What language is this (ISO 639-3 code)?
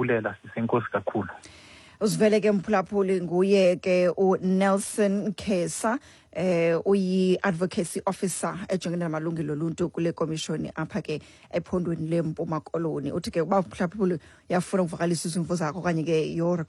xho